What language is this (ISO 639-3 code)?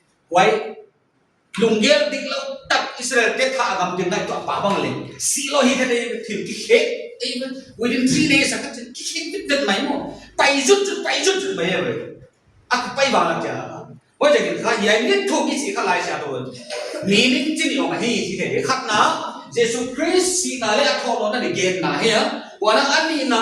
pck